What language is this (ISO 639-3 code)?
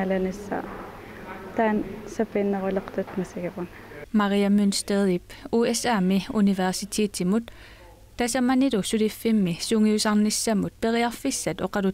kal